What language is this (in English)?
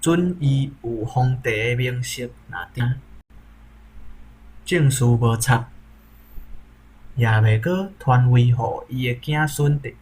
Min Nan Chinese